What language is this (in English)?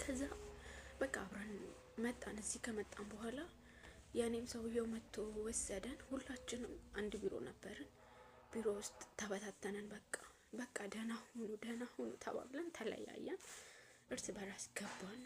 Amharic